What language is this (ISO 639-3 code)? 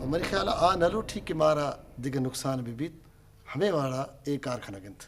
bgp